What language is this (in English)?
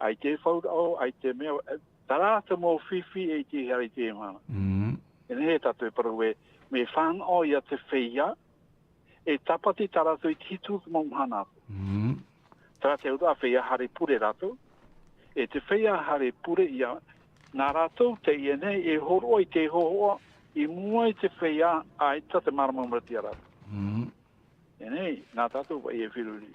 Tahitian